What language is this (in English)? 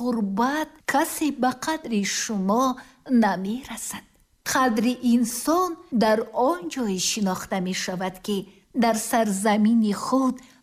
Tajik